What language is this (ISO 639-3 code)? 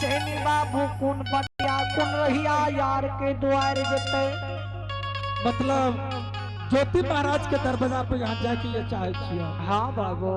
anp